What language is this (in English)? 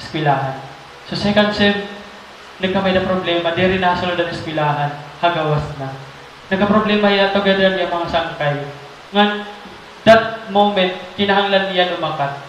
Waray